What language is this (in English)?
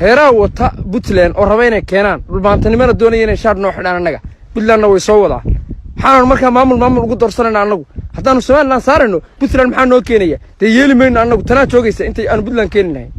Somali